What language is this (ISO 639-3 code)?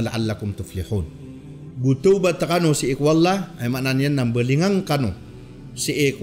mrw